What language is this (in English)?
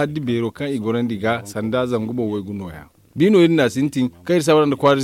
Zarma